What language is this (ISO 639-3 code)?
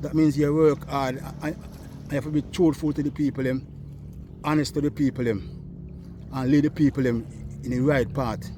jam